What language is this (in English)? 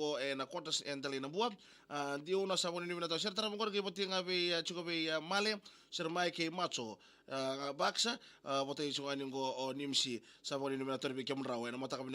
Fijian